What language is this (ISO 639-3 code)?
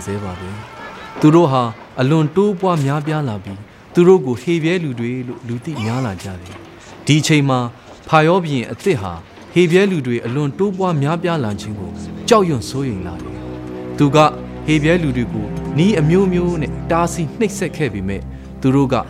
mya